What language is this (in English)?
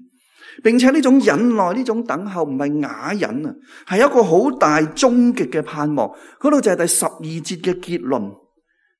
Cantonese